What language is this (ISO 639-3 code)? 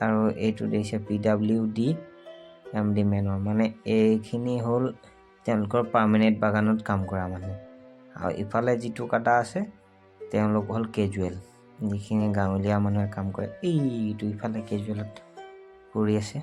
asm